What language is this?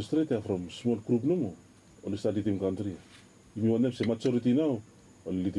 Bislama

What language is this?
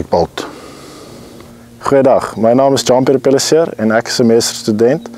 Afrikaans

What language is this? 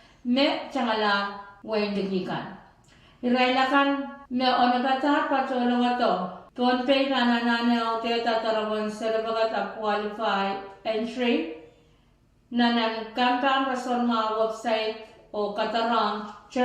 Pohnpeian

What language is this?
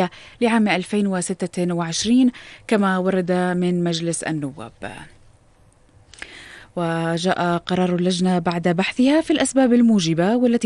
Arabic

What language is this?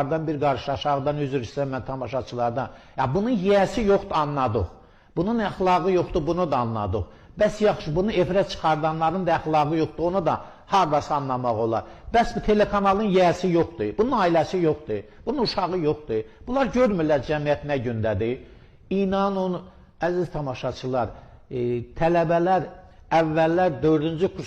Azerbaijani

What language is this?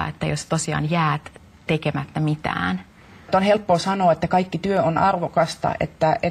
Finnish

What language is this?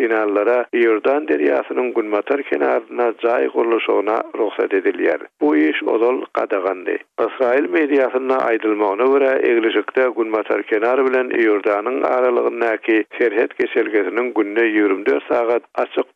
Turkmen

